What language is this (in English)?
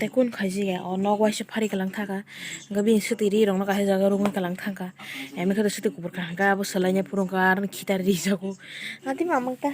Kok Borok